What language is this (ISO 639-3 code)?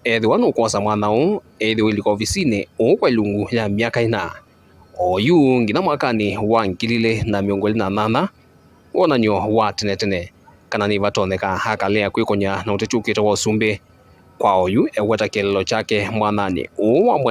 kam